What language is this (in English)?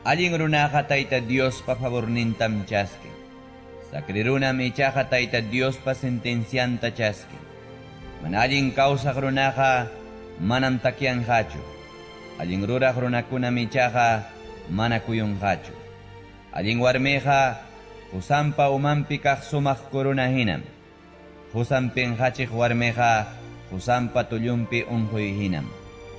Ayacucho Quechua